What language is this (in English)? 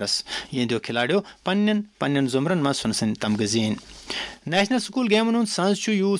Kashmiri